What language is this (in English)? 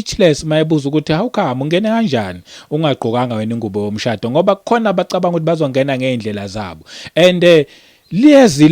Zulu